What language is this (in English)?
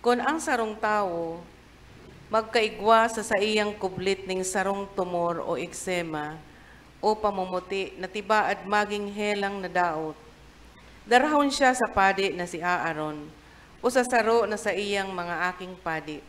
Bikol